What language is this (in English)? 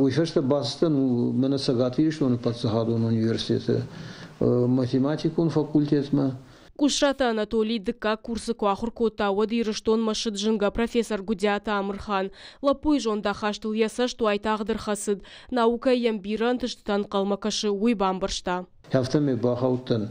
Ossetic